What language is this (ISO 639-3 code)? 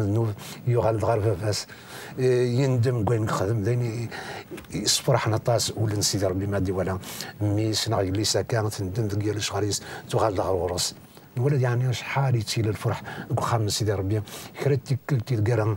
kab